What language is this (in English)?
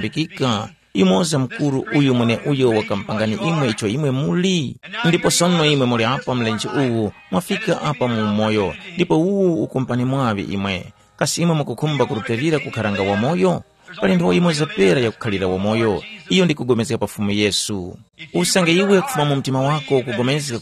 Tumbuka